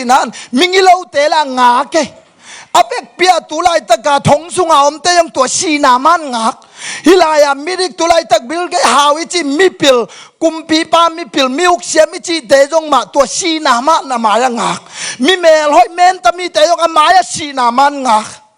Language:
Tedim Chin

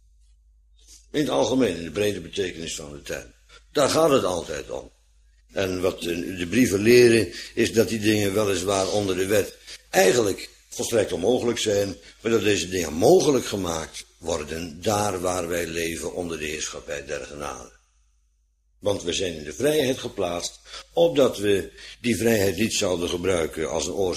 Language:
Dutch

